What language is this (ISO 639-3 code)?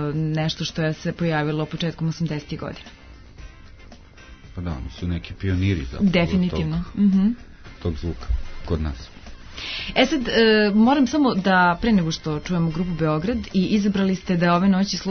srp